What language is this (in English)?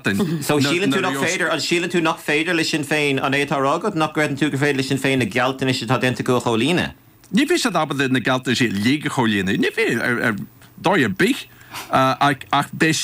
Irish